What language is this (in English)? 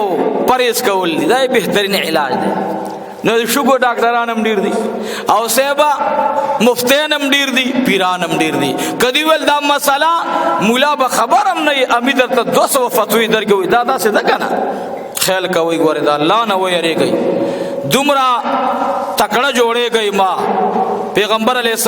Pashto